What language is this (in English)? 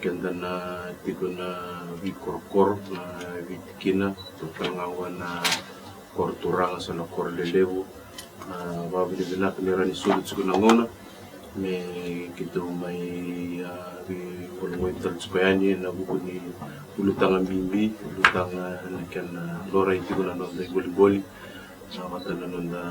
Fijian